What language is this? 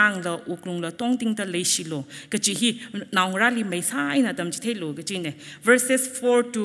Tangkhul Naga (India)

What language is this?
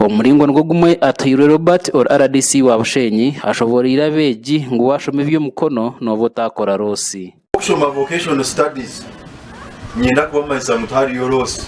Nyankole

